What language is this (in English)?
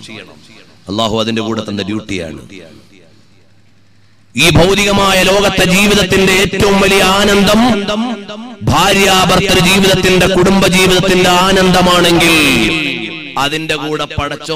Malayalam